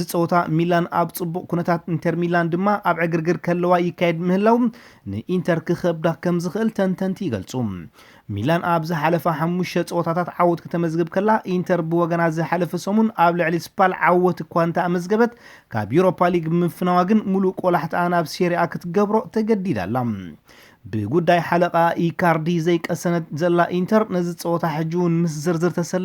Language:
Tigrinya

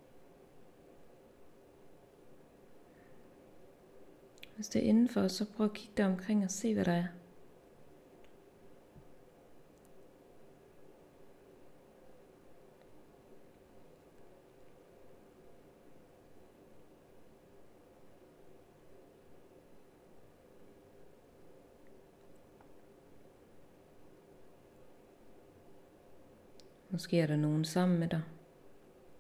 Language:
Danish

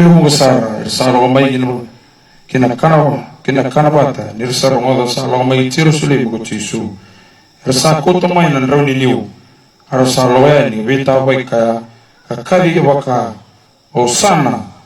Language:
Fijian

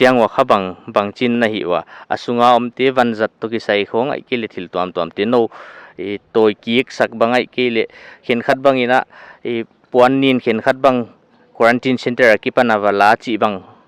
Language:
Paite Chin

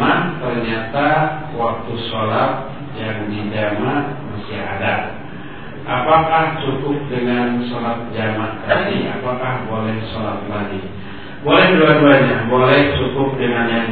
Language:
Indonesian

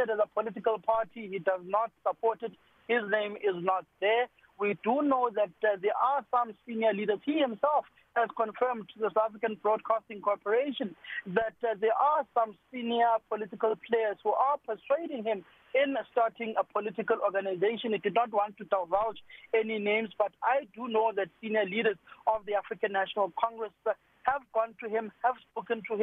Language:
English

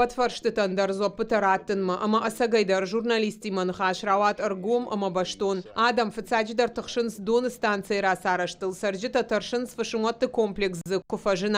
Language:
Ossetic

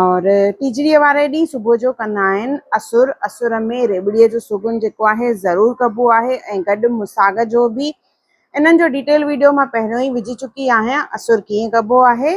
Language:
Sindhi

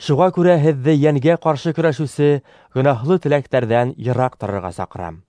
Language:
Bashkir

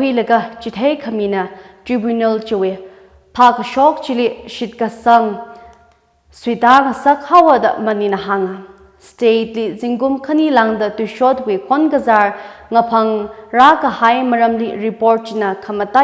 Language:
Tangkhul Naga (India)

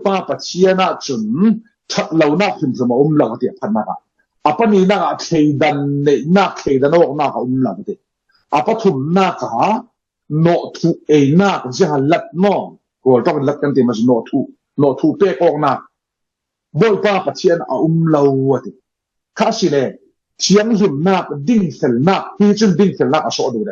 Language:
Falam Chin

